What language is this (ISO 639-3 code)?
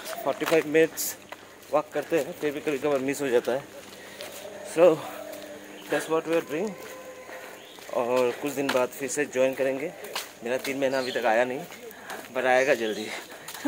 hin